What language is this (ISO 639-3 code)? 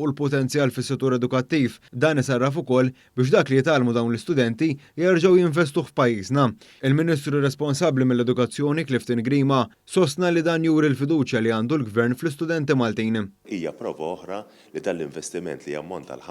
mlt